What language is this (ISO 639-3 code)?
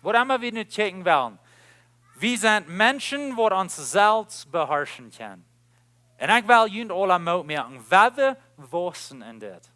pdt